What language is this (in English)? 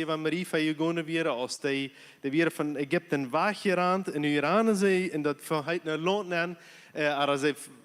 Plautdietsch